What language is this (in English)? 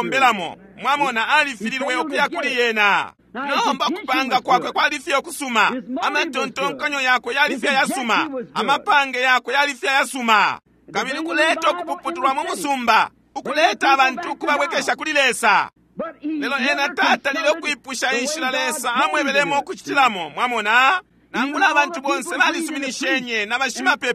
Bemba